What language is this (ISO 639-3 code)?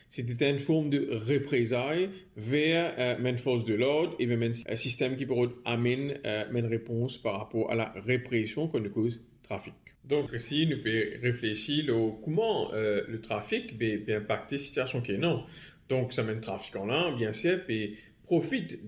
mfe